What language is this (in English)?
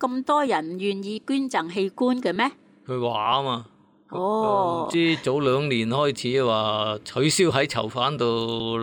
Cantonese